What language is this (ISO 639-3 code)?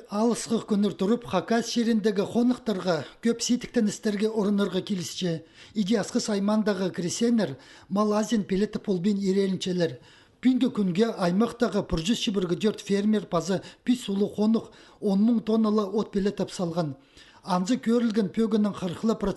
kjh